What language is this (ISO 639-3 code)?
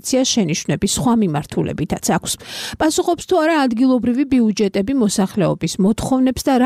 kat